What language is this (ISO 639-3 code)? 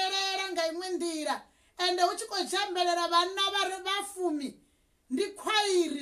ven